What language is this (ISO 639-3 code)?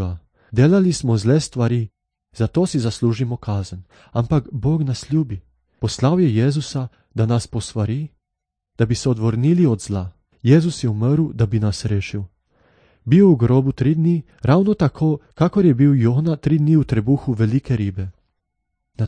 slv